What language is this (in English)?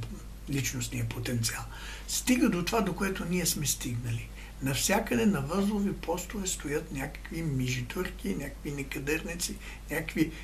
Bulgarian